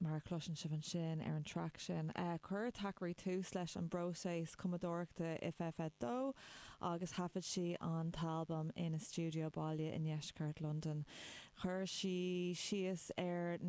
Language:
Irish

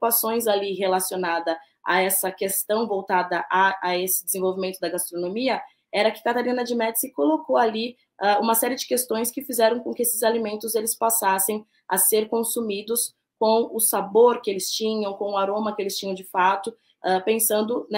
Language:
Portuguese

